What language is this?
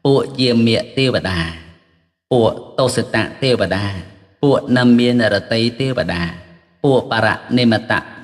Khmer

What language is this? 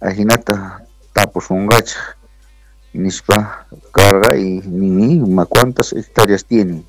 Quechua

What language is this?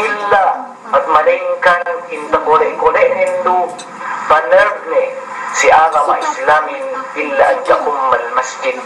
Yakan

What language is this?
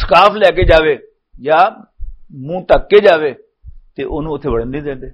Western Panjabi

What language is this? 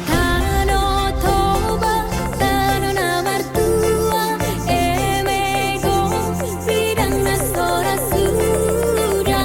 Batak Toba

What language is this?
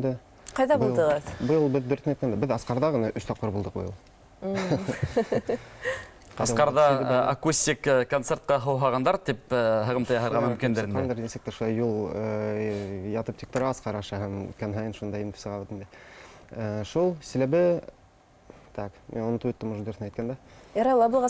Bashkir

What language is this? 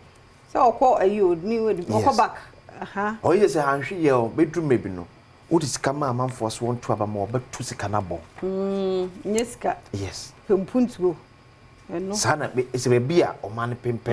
Akan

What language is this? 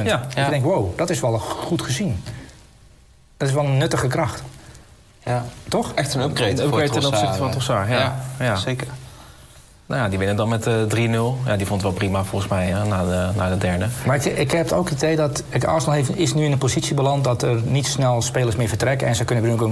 Dutch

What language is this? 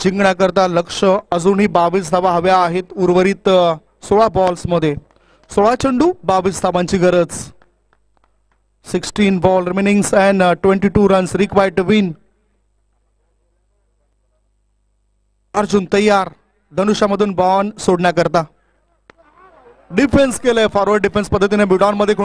Marathi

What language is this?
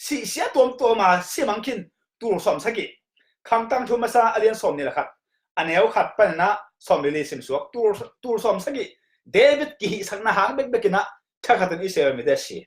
Tedim Chin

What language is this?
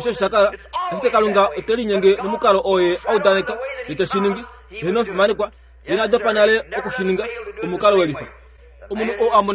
Kuanyama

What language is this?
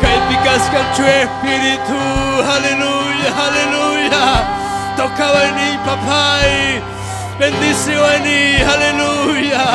Ayacucho Quechua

